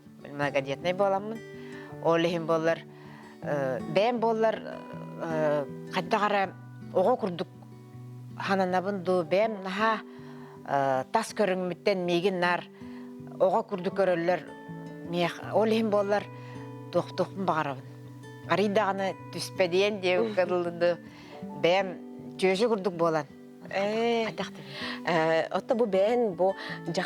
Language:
Yakut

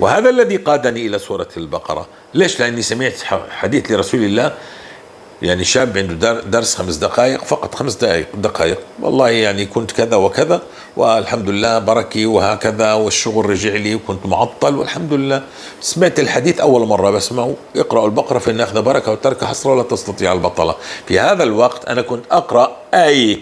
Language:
North Levantine Arabic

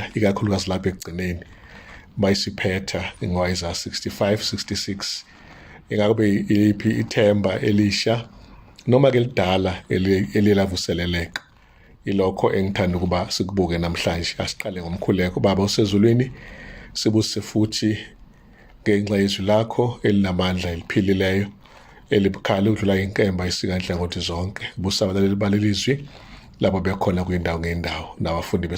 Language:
Zulu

